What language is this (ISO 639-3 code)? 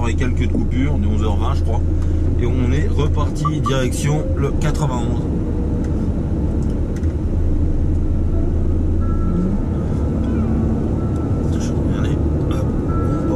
fra